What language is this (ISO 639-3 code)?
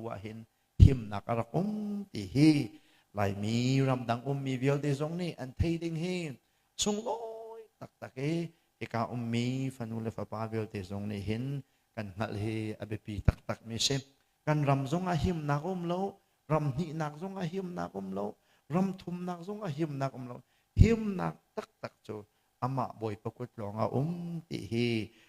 cnh